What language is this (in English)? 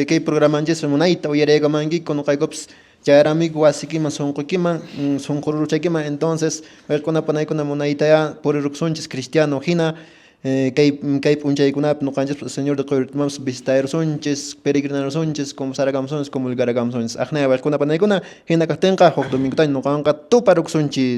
Quechua